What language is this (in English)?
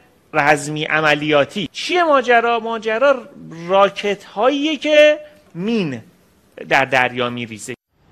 Persian